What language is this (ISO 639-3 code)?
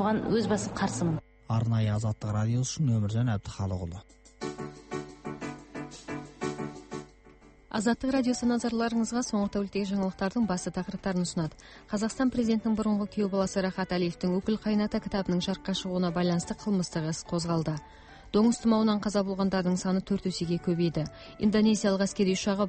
kaz